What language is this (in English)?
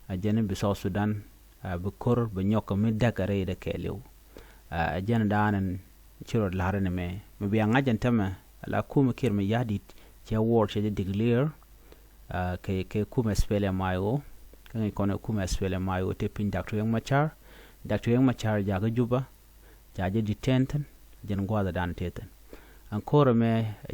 Nuer